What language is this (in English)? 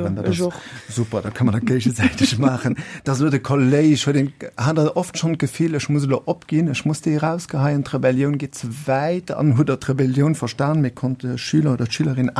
Luxembourgish